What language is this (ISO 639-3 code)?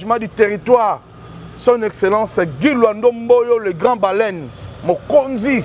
lin